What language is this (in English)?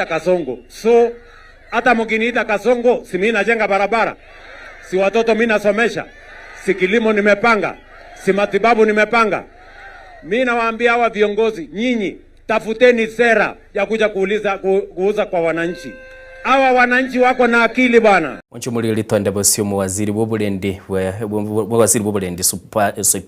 Gusii